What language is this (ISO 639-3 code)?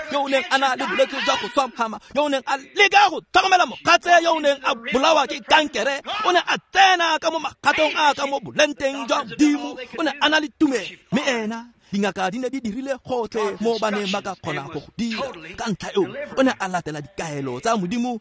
tsn